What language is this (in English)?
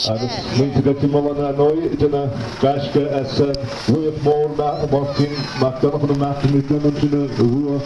Irish